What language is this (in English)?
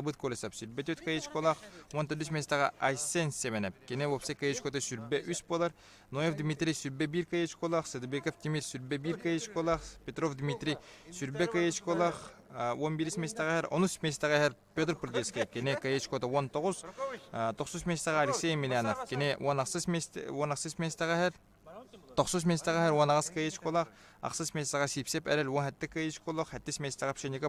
Yakut